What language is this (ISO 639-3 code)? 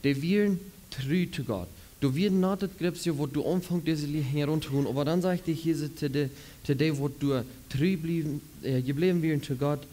pdt